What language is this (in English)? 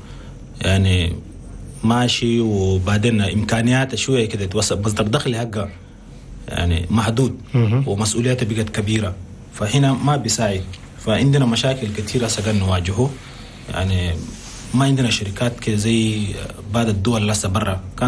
Chadian Arabic